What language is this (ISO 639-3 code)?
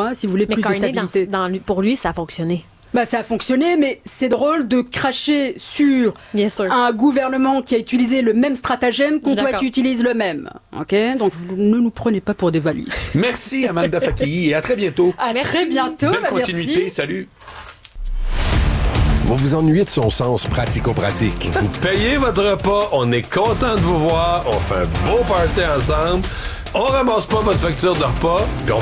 fra